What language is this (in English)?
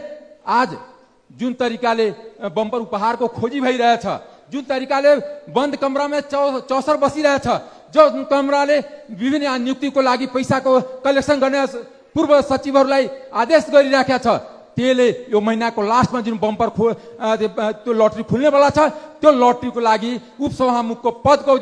Nepali